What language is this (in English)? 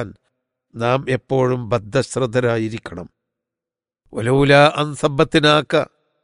Malayalam